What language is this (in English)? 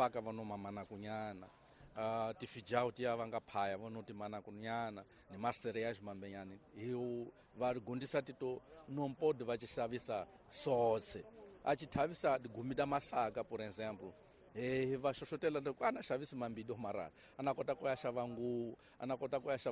Tsonga